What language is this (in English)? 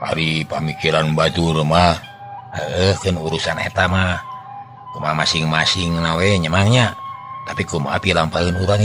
Sundanese